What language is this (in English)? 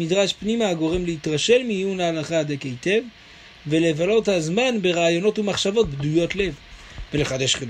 Hebrew